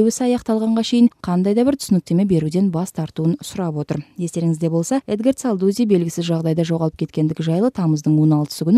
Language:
Kyrgyz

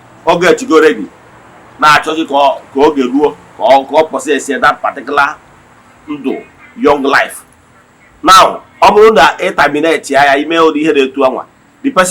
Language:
Igbo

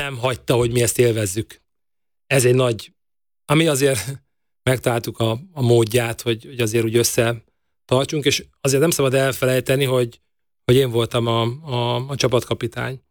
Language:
Hungarian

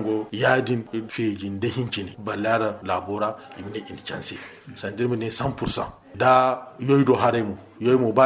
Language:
Zarma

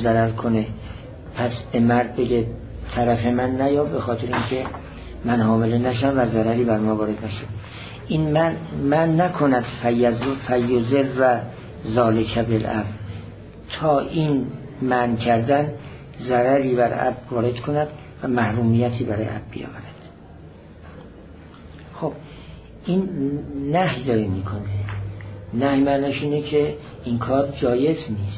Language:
Persian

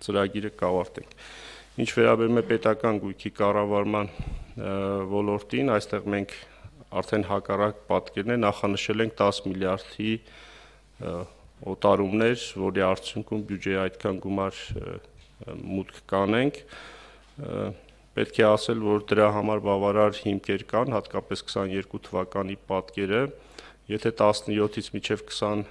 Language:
Armenian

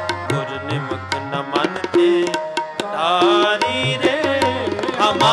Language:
Punjabi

